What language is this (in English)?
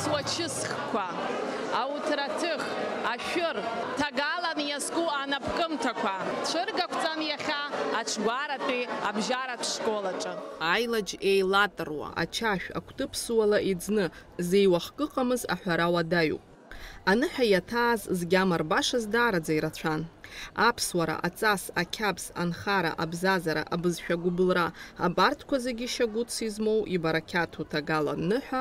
Abkhazian